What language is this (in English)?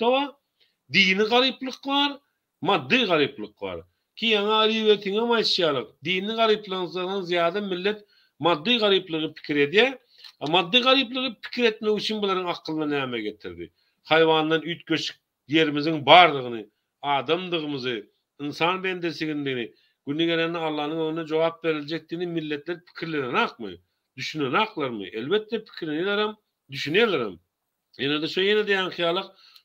Turkmen